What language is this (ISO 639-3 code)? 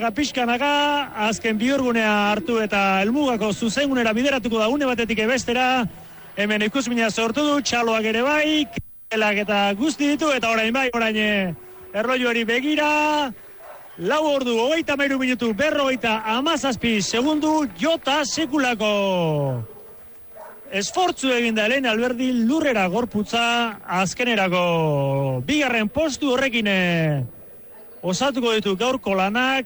eus